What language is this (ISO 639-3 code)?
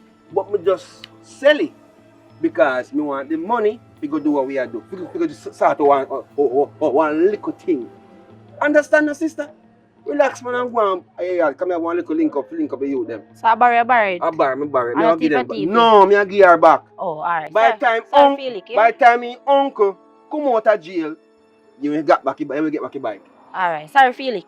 jam